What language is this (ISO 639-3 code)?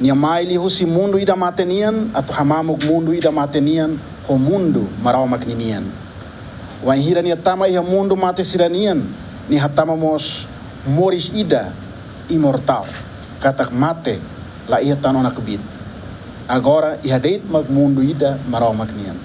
tet